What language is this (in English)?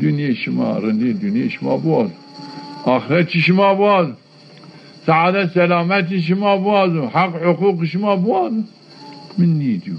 Zaza